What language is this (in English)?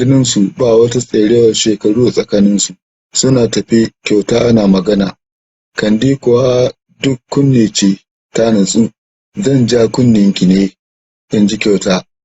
Hausa